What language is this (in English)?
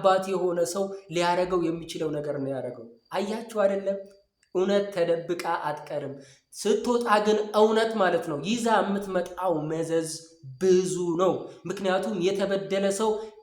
Amharic